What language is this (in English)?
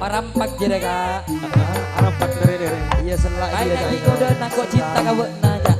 Madurese